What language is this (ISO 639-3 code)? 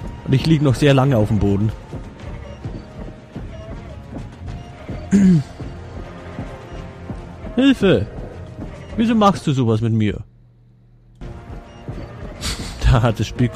deu